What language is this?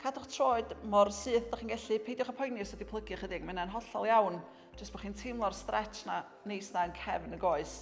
Welsh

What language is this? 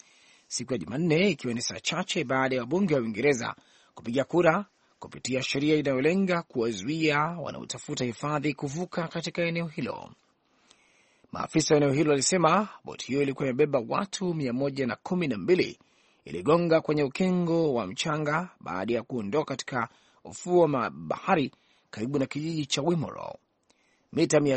Swahili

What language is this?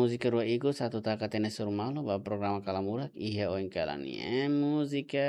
Tetum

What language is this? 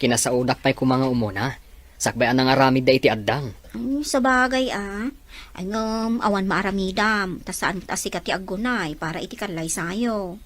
Iloko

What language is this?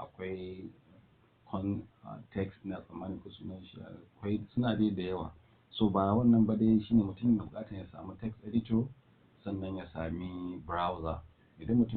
Hausa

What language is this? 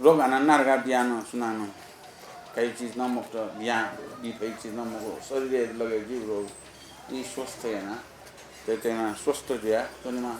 Newari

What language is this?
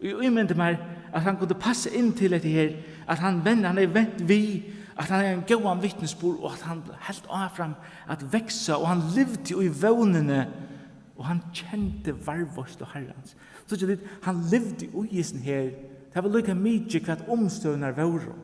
Faroese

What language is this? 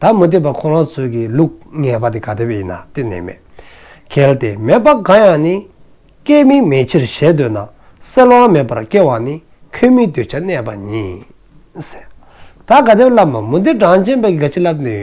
Dzongkha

